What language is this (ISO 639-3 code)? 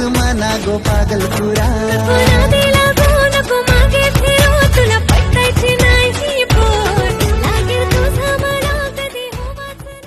kok